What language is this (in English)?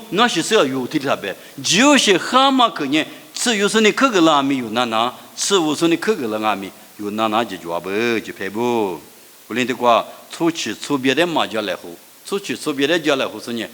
Lisu